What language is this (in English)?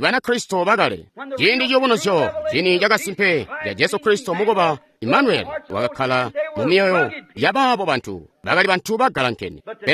Tonga (Zambia)